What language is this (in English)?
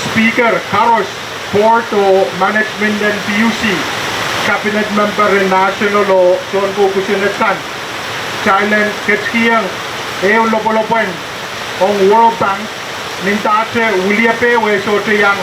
Pohnpeian